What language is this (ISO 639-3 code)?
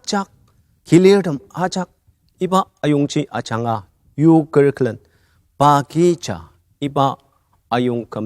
njo